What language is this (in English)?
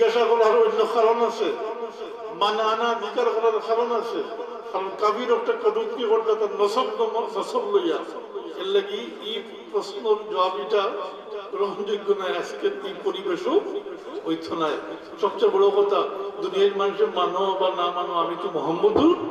Sylheti